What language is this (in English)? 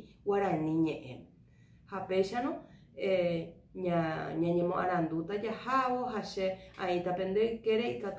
Guarani